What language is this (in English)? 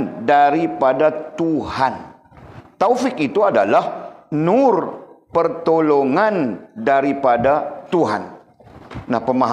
Malay